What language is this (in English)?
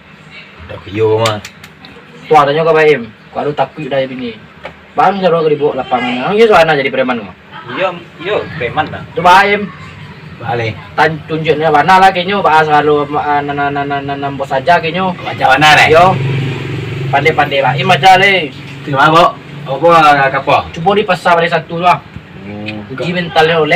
Minangkabau